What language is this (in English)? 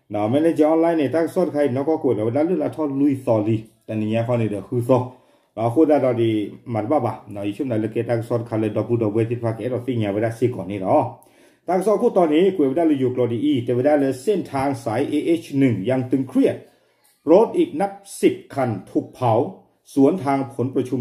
S'gaw Karen